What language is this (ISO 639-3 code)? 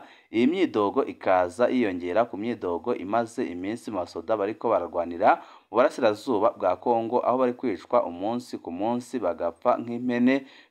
run